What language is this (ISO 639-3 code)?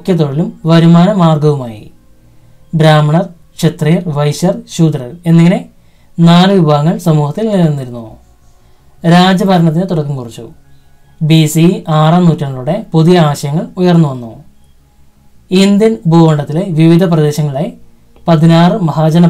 mal